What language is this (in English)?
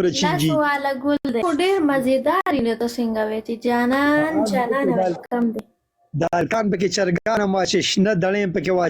Pashto